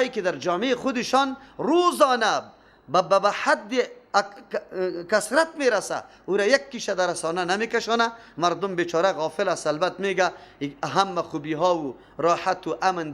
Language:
Persian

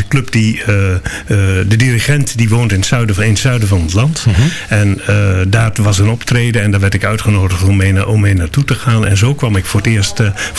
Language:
Dutch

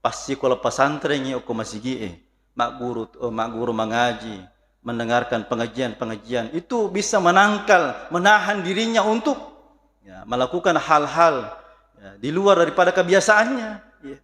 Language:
Buginese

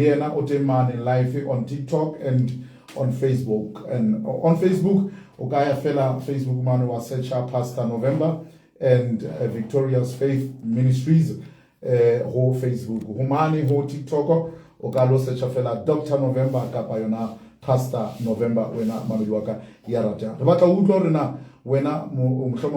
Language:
Southern Sotho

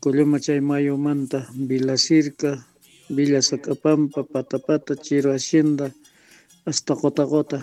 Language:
Quechua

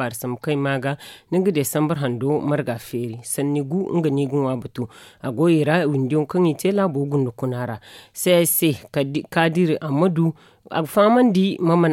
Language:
Zarma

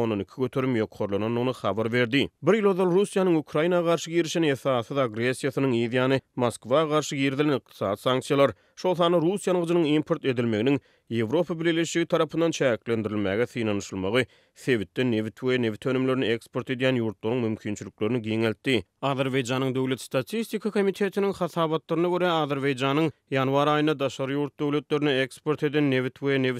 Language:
Turkmen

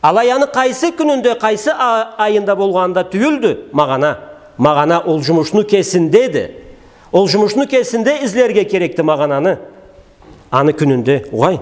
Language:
Karachay-Balkar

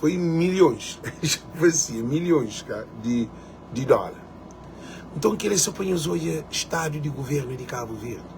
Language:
Kabuverdianu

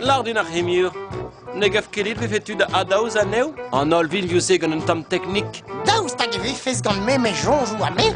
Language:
Breton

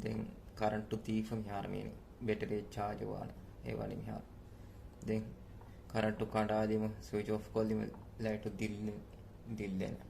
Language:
Divehi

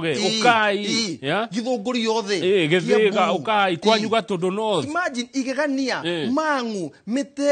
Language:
Kikuyu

